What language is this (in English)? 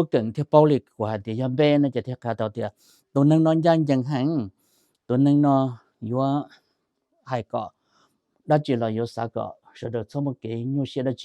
Hmong